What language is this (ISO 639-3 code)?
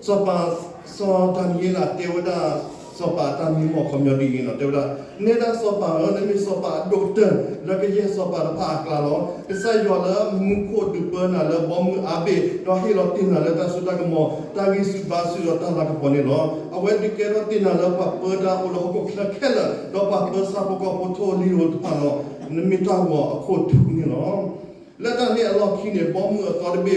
ksw